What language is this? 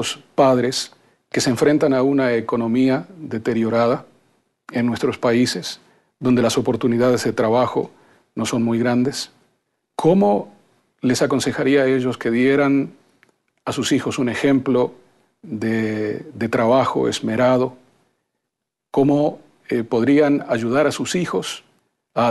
Spanish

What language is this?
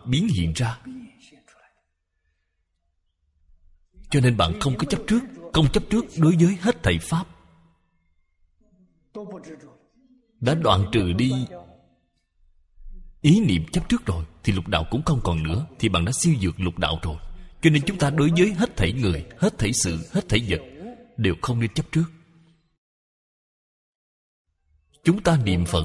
Vietnamese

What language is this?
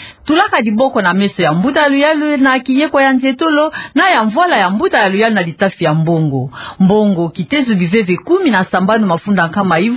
Kituba (Democratic Republic of Congo)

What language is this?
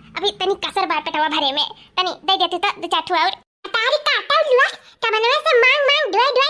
Awadhi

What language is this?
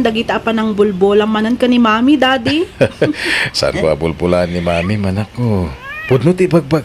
Iloko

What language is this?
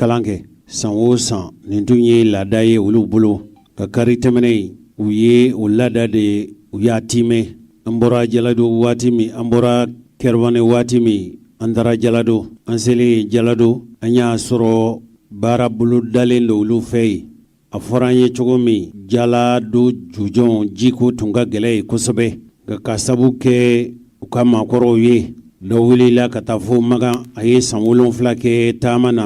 Bambara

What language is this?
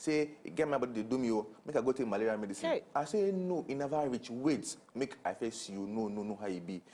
Nigerian Pidgin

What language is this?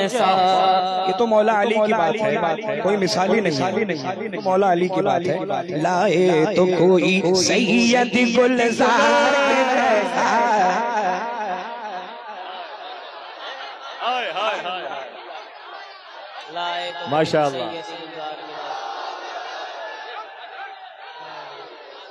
Urdu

